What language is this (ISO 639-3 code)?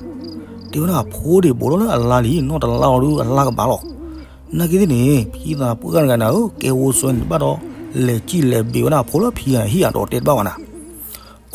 ksw